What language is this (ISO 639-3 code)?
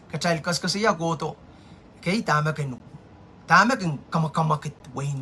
pon